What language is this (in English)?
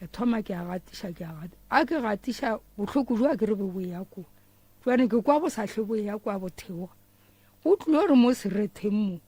Northern Sotho